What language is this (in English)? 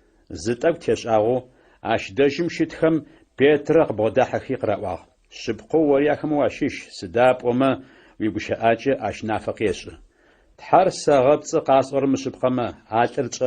Adyghe